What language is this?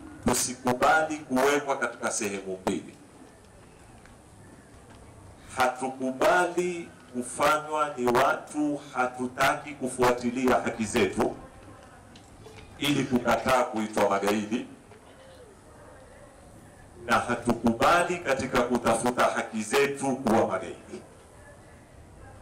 Swahili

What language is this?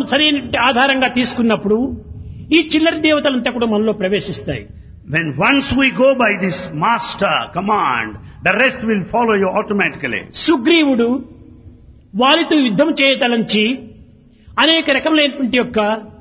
Telugu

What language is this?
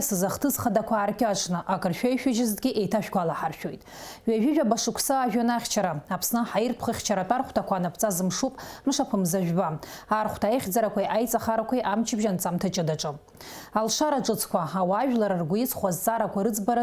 Abkhazian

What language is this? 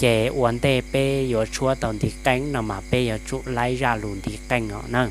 Hmong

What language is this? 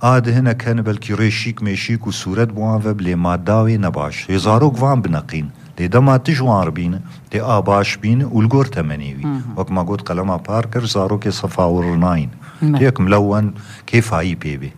Kurdish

